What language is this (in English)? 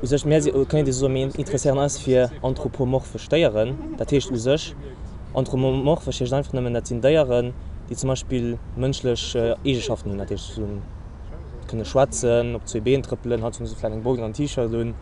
Luxembourgish